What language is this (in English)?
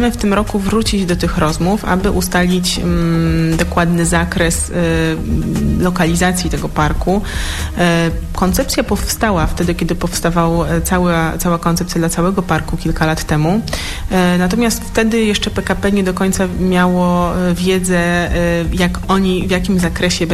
Polish